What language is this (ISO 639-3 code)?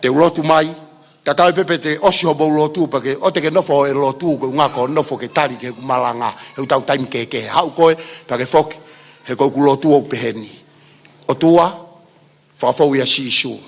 ton